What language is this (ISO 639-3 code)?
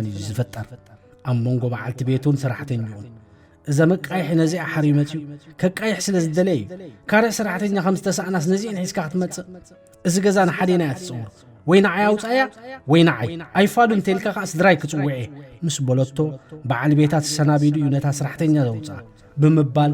tir